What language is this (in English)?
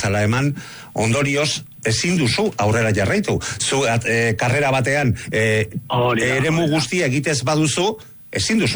Basque